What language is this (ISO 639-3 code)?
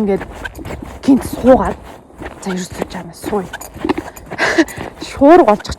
mon